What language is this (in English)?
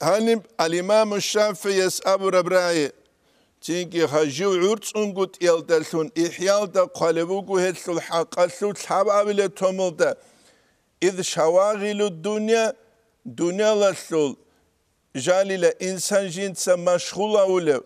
Avaric